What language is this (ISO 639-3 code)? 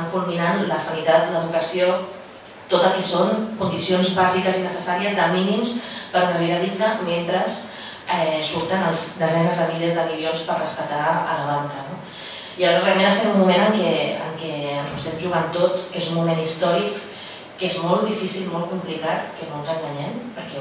cat